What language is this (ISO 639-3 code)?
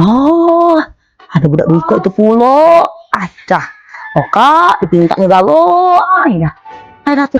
mui